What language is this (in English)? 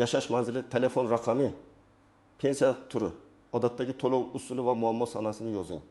Uzbek